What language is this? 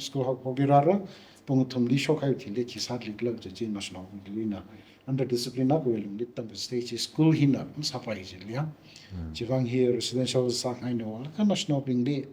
Tangkhul Naga (India)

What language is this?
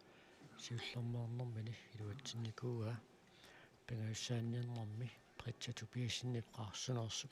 Kalaallisut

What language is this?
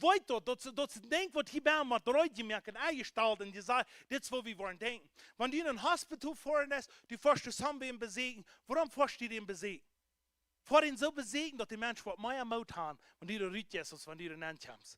Plautdietsch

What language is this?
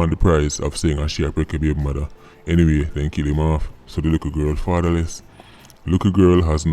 Jamaican Creole English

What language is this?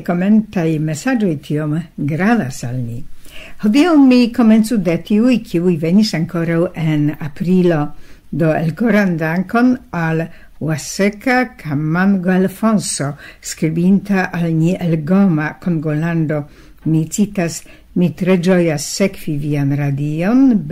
Esperanto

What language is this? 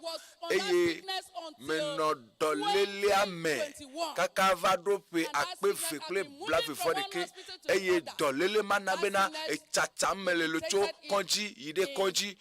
Ewe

